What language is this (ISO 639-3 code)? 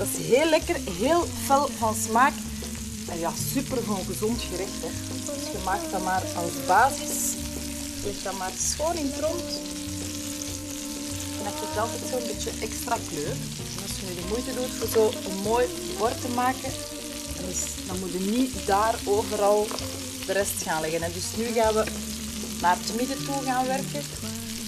nld